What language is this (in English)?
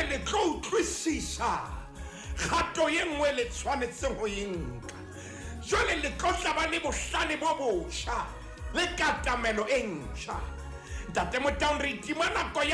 Southern Sotho